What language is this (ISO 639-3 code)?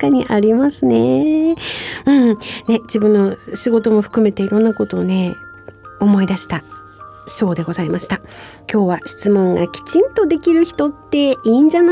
jpn